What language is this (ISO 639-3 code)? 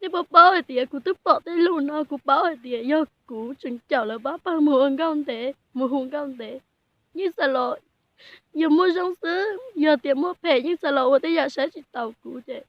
hmn